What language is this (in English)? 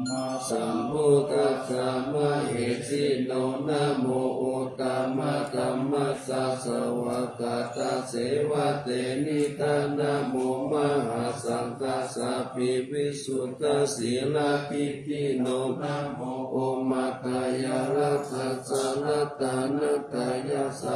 Pali